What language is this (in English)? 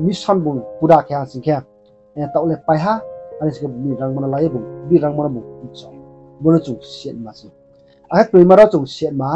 Riang (India)